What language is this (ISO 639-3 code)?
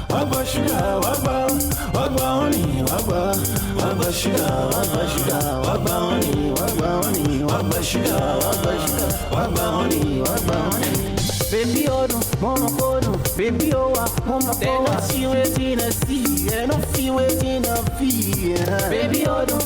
pcm